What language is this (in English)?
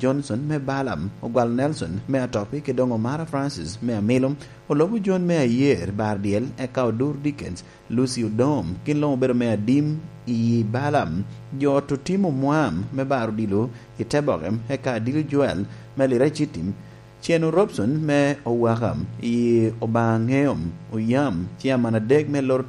Lango (Uganda)